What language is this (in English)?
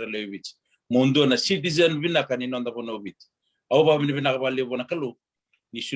Fijian